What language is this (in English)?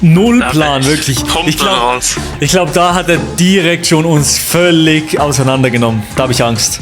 Swiss German